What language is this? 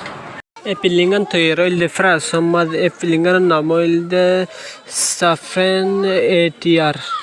Rohingya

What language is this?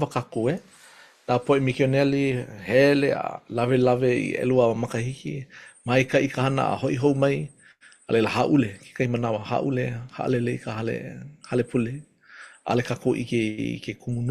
Hawaiian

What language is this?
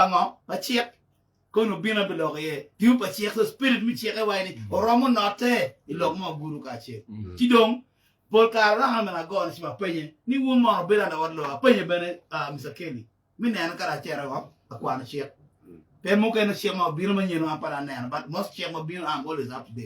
Acoli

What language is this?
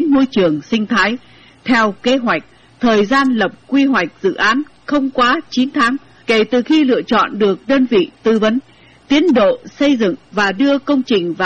Vietnamese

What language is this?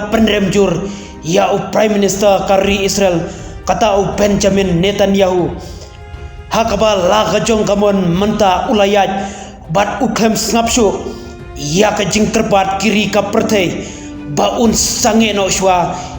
Khasi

